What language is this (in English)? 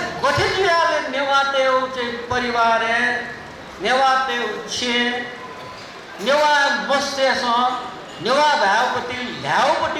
Newari